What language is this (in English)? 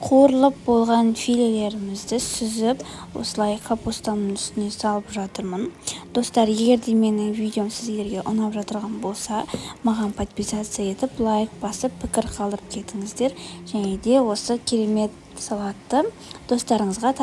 Kazakh